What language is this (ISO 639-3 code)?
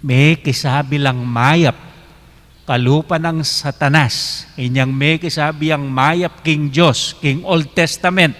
pam